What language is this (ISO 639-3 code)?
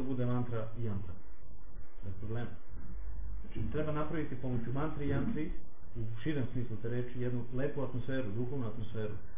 srp